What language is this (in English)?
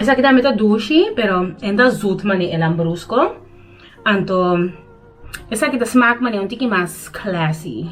Papiamento